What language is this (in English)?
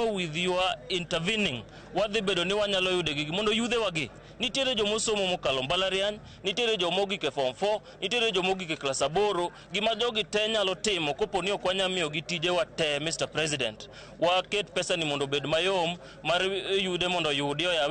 Luo (Kenya and Tanzania)